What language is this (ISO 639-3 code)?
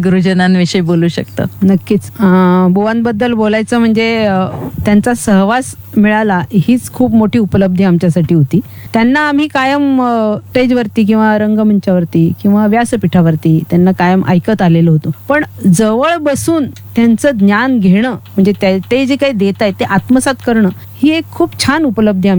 mar